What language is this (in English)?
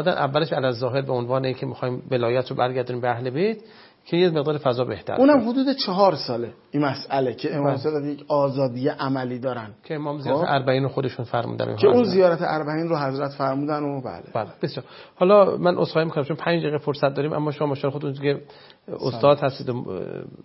Persian